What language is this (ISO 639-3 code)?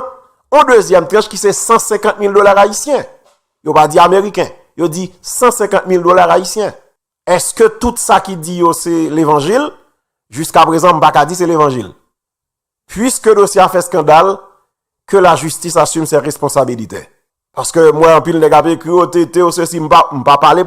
hat